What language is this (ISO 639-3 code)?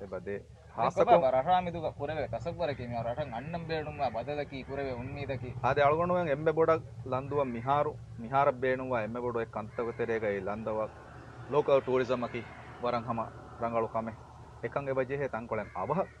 div